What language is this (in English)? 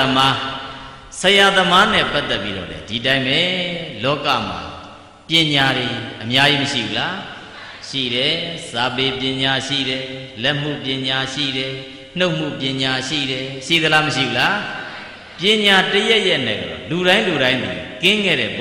Burmese